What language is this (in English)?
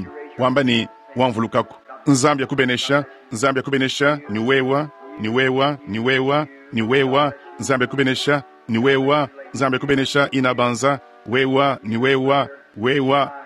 Luba-Lulua